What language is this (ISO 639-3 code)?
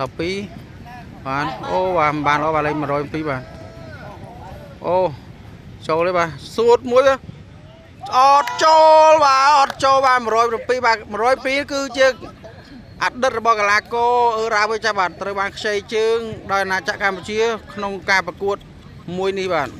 khm